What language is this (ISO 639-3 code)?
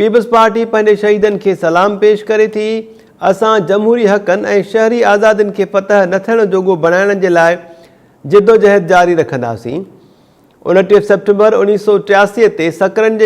snd